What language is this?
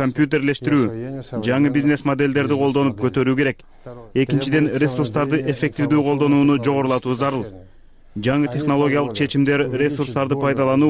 Kyrgyz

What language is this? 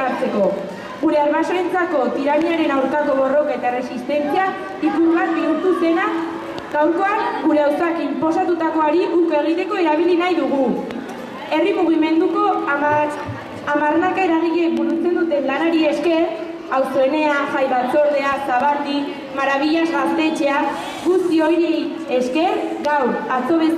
Basque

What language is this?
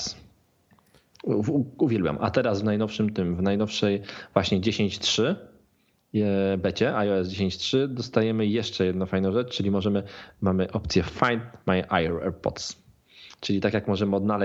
Polish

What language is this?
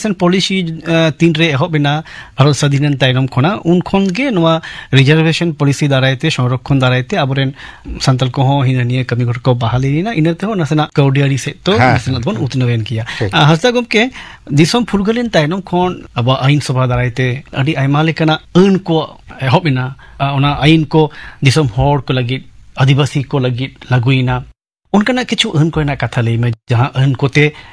Santali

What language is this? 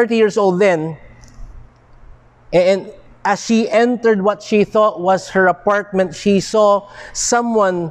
Filipino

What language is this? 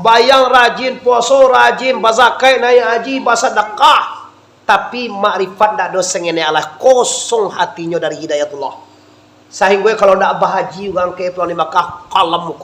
Minangkabau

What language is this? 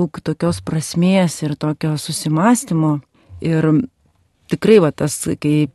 Lithuanian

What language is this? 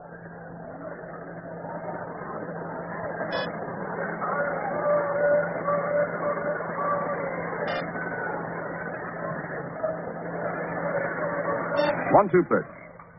English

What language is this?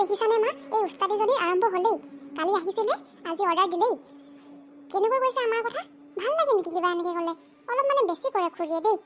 Assamese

